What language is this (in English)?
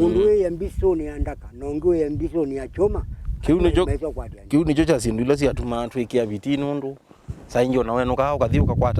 Kamba